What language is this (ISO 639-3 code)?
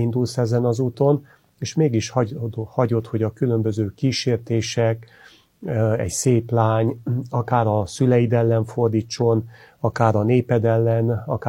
hun